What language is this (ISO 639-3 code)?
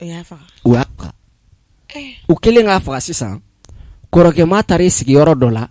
bam